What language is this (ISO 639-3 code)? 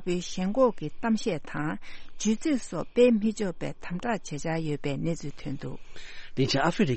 bod